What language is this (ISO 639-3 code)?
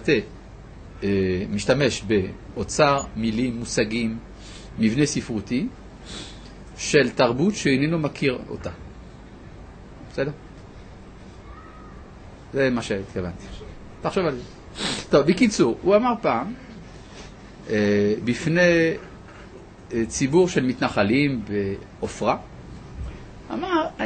heb